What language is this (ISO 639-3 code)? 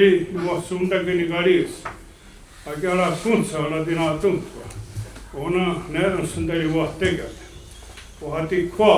moh